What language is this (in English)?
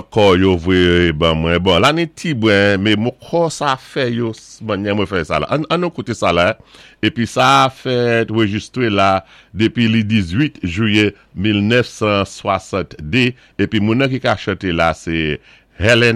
Saint Lucian Creole French